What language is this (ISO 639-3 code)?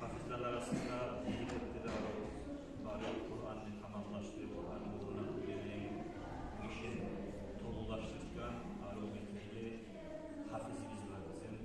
kum